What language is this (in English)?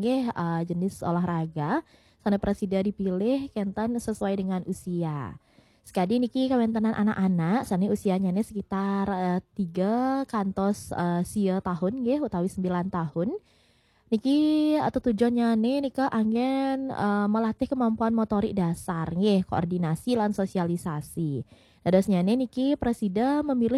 Balinese